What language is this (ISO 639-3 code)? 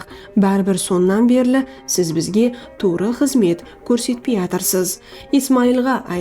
kaa